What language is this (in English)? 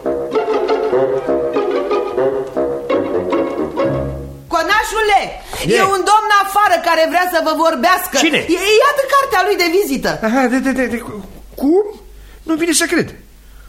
Romanian